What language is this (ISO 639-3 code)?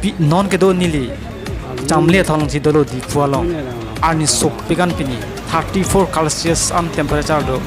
mjw